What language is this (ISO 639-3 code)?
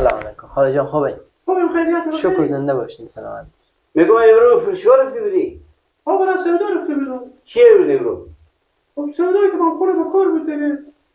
fas